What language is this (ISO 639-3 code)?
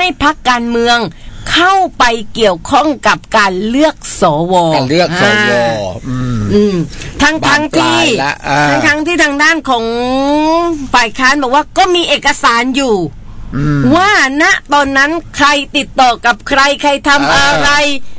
tha